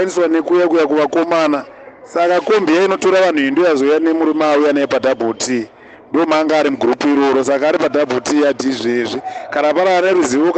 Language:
Shona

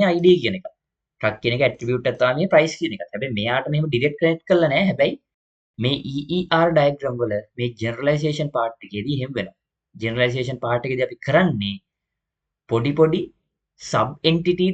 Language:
Sinhala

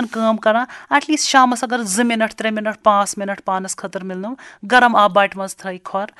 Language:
Kashmiri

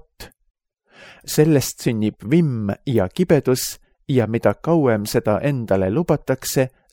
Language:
Estonian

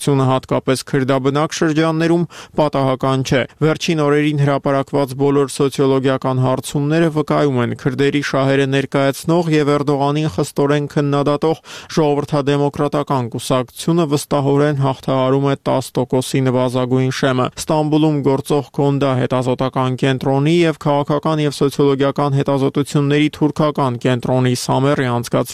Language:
Armenian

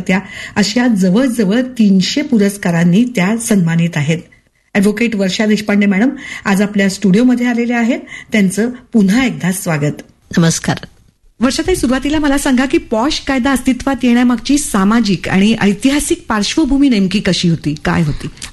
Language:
Marathi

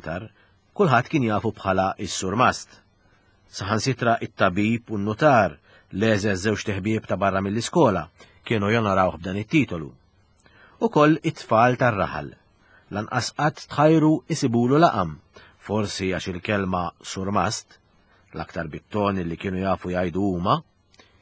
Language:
Maltese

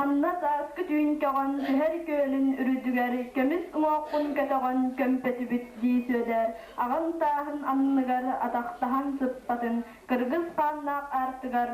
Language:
Yakut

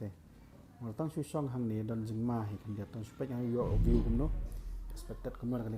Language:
Khasi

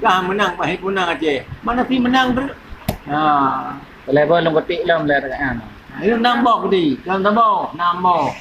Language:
Achinese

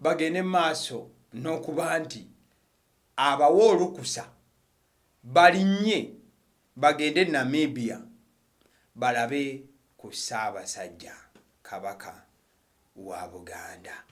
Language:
Ganda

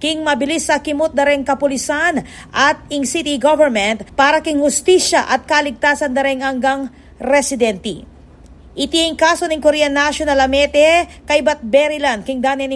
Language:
Pampanga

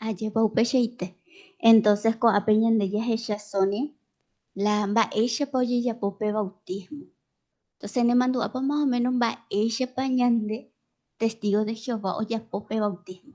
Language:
Guarani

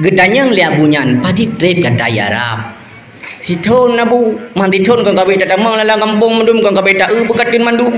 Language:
Achinese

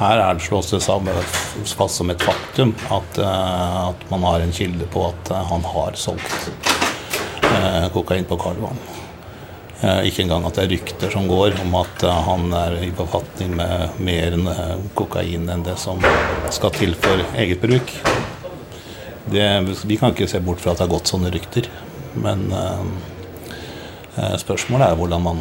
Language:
Norwegian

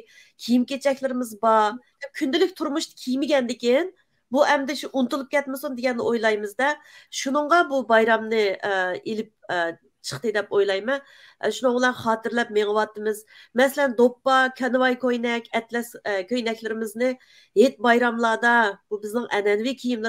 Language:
Uyghur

